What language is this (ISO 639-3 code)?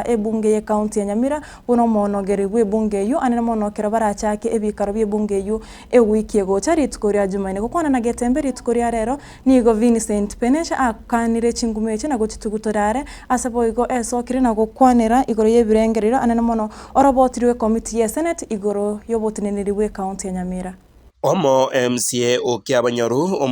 guz